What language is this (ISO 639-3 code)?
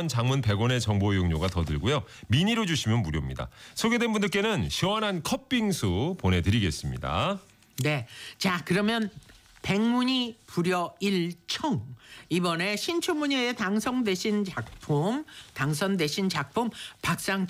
kor